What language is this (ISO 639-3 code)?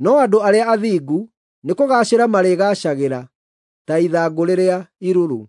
kik